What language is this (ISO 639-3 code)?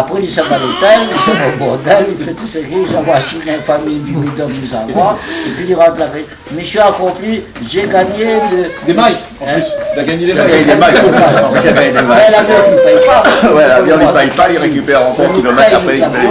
rcf